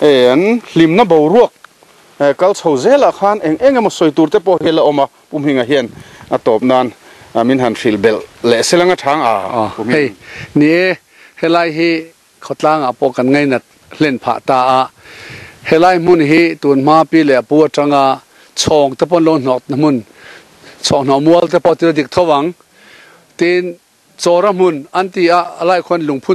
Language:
Mizo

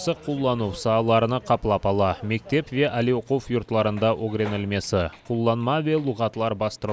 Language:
Crimean Tatar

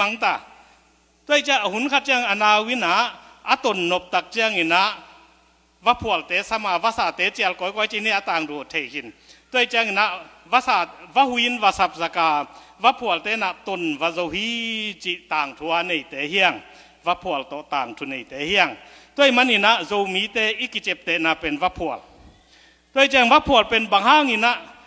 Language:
Tedim Chin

